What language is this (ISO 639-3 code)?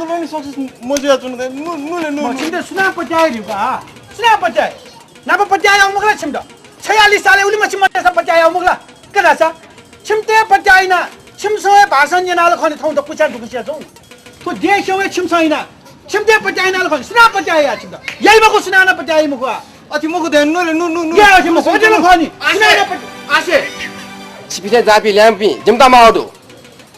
new